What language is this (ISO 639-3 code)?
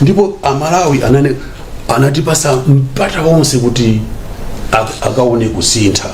nya